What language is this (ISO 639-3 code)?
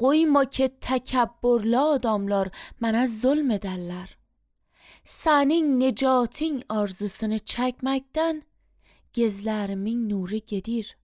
aze